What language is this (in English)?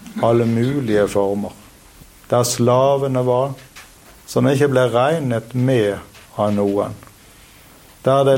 Norwegian